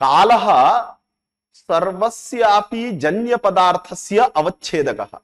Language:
Sanskrit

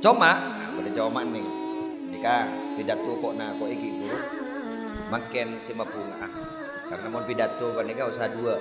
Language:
Madurese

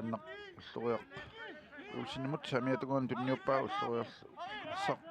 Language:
Kalaallisut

